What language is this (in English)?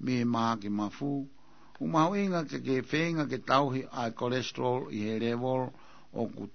Tongan